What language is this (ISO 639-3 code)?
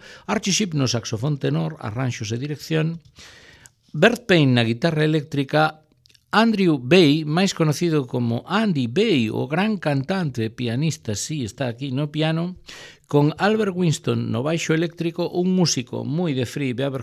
glg